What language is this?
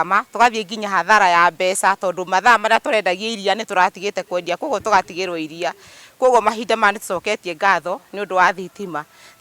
Kikuyu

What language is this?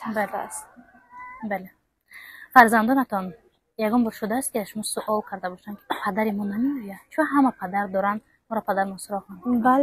Tajik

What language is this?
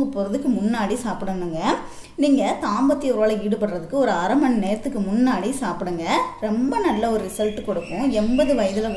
Tamil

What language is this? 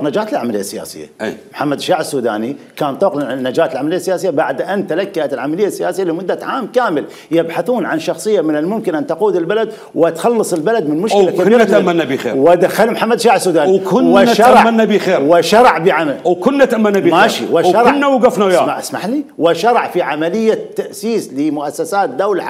Mesopotamian Arabic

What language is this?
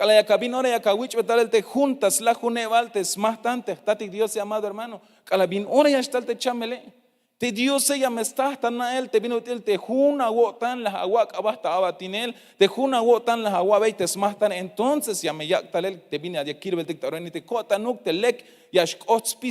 Tzeltal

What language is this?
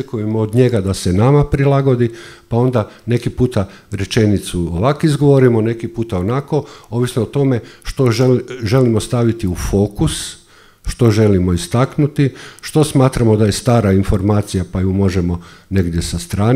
Croatian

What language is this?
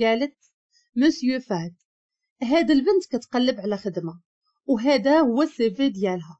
Moroccan Arabic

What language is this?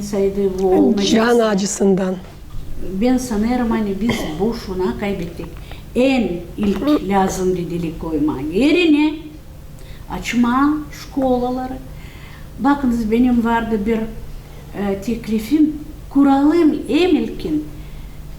Gagauz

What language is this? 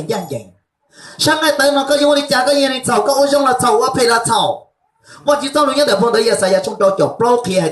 Hmong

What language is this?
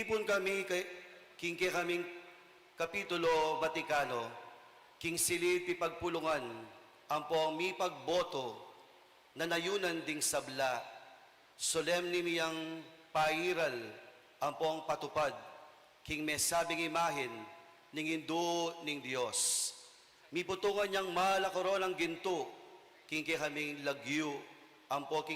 Pampanga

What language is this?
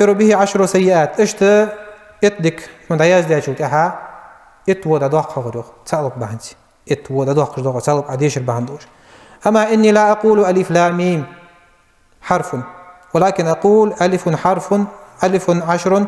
Ingush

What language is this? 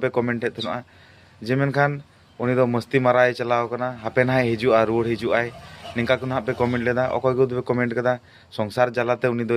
Santali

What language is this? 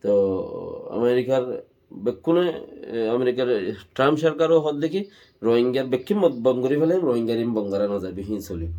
Rohingya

